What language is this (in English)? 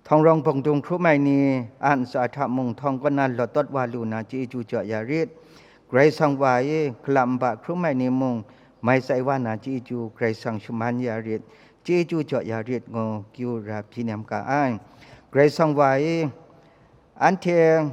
Kachin